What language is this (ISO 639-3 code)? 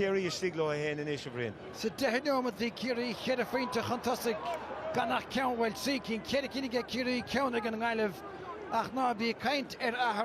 gle